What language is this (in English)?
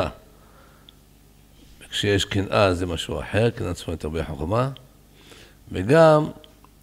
Hebrew